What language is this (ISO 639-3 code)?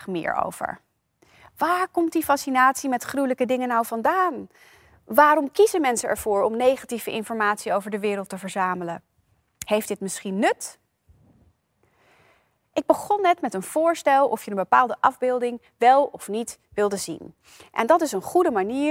nld